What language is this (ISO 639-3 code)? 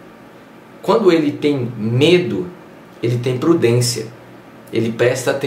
por